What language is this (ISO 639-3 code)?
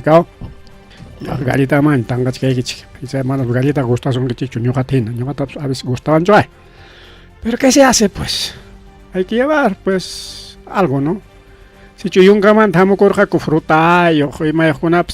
quy